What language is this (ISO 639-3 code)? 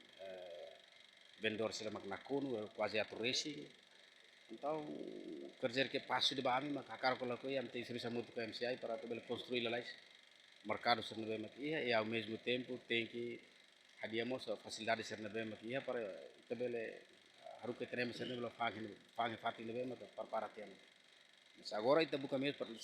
tet